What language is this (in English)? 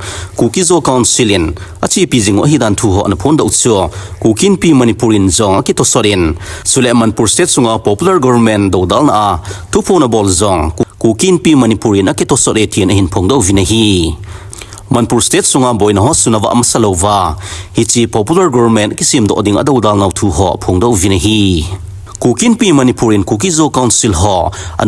Thado Chin